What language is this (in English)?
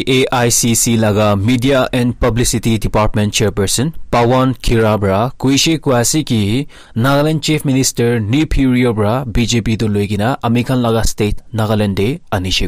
Naga Pidgin